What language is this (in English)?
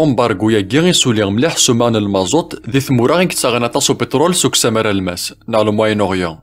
Kabyle